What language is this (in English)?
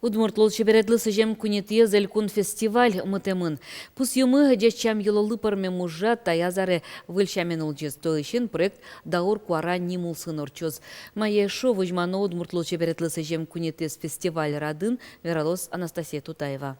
Udmurt